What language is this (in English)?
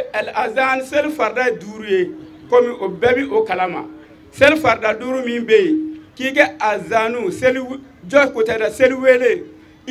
Bambara